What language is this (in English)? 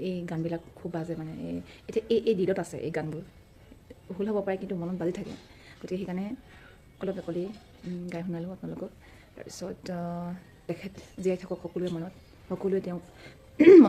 Assamese